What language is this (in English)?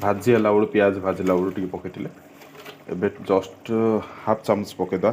Odia